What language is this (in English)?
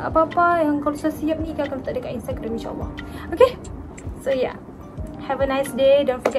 Malay